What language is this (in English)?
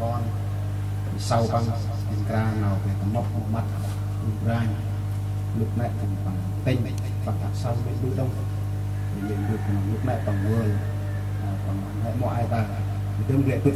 Central Mnong